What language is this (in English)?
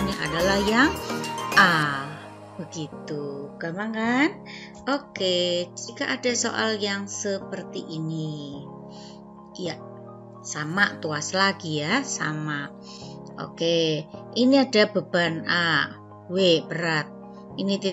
Indonesian